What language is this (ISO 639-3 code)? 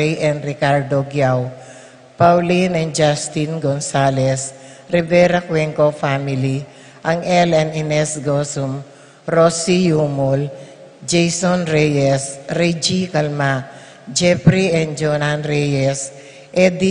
pam